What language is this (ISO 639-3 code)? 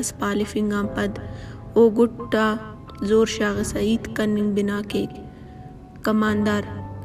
brh